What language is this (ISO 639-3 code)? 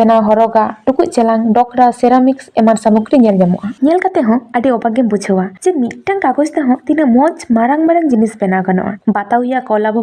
sat